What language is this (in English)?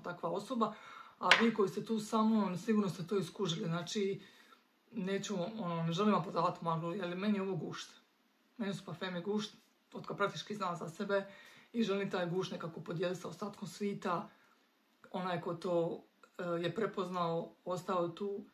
Croatian